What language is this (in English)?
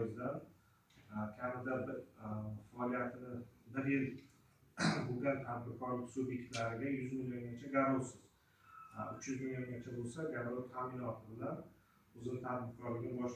Uzbek